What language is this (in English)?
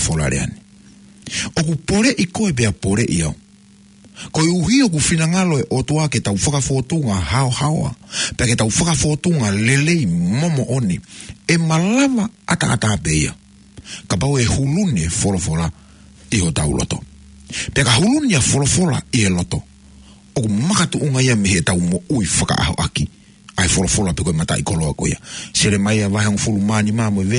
Tongan